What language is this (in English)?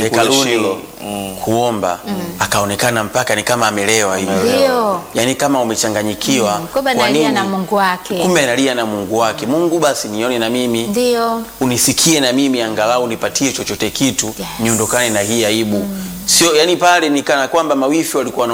Swahili